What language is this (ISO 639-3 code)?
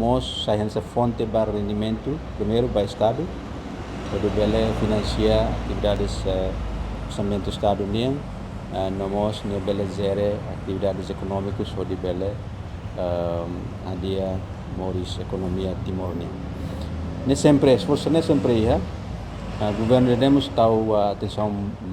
tet